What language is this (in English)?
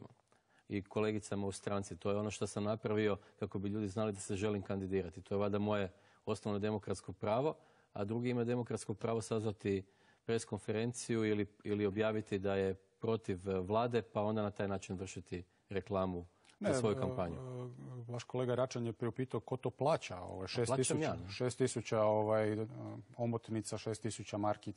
Croatian